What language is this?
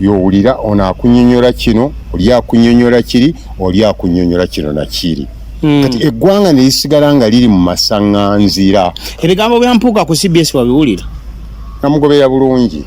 Ganda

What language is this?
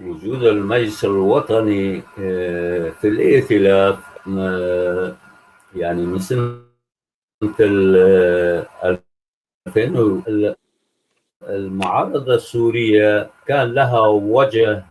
North Levantine Arabic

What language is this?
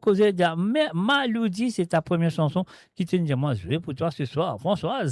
Morisyen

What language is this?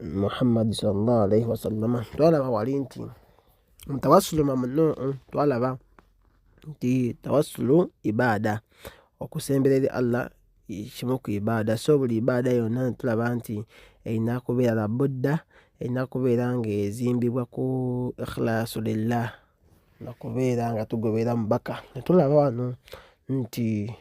Ganda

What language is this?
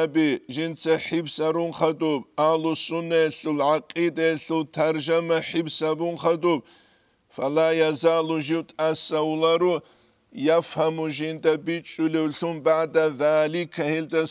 Avaric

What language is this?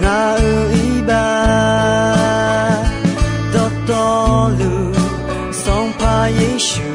Akha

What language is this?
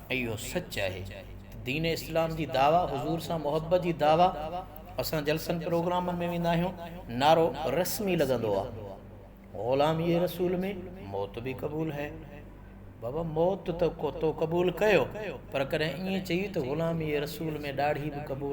Sindhi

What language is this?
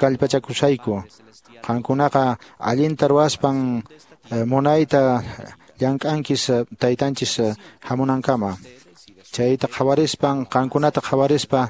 Quechua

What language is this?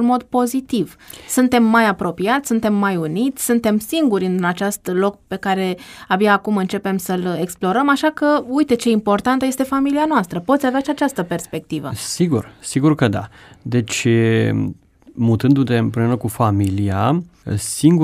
Romanian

